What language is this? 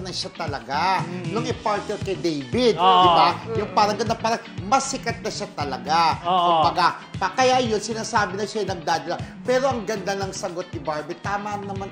Filipino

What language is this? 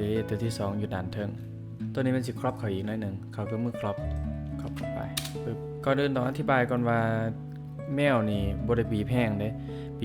Lao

